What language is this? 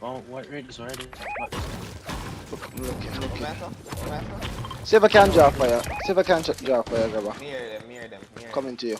Jamaican Creole English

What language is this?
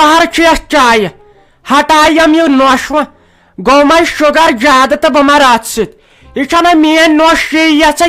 Kashmiri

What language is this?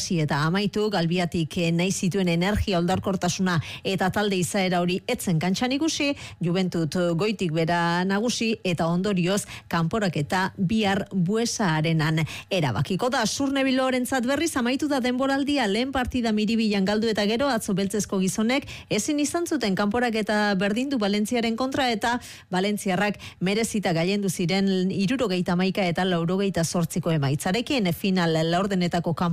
Basque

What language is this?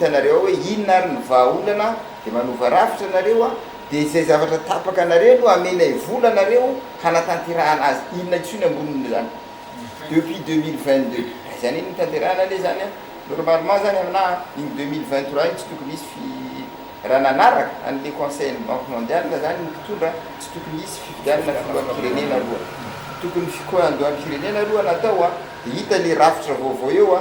Malagasy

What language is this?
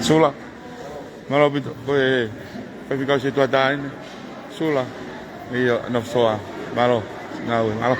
Tongan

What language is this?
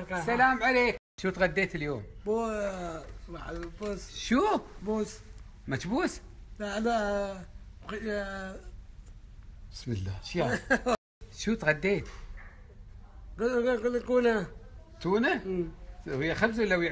Gulf Arabic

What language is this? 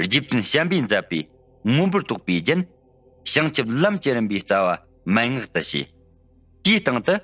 Tibetan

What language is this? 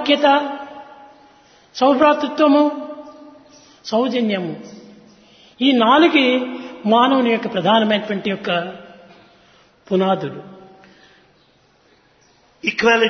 Telugu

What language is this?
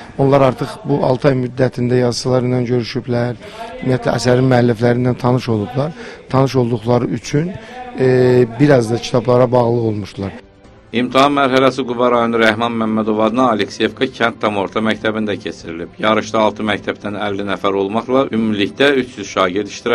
Azerbaijani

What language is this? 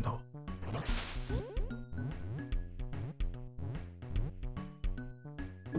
Japanese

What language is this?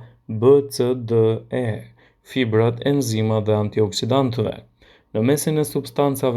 Albanian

